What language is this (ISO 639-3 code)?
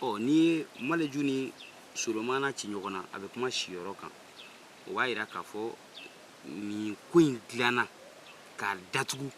bam